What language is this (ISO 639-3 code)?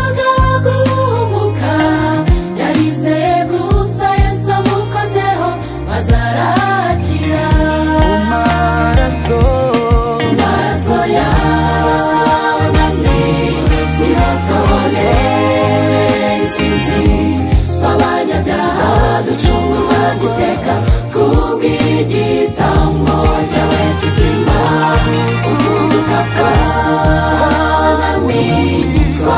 kin